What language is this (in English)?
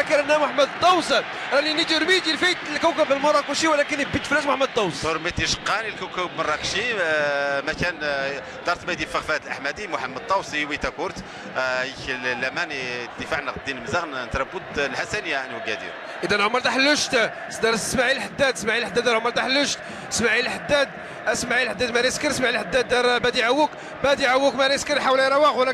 Moroccan Arabic